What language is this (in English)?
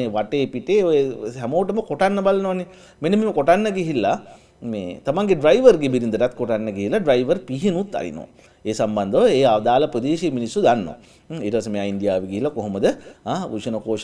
Sinhala